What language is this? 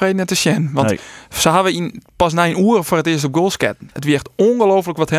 Western Frisian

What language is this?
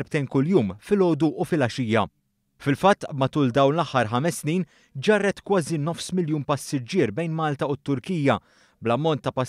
Maltese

